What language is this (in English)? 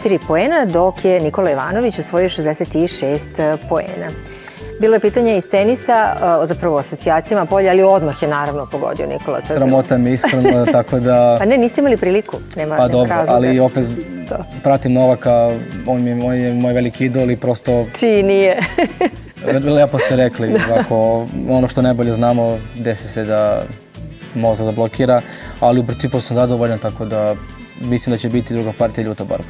Serbian